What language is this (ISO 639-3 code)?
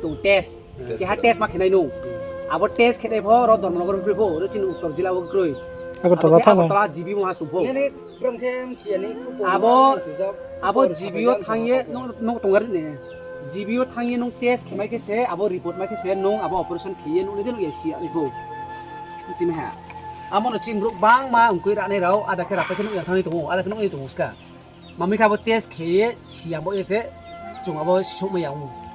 ria